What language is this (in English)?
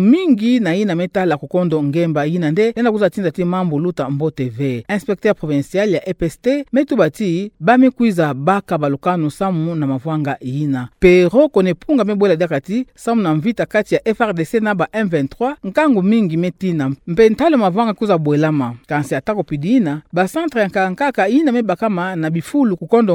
Kituba (Democratic Republic of Congo)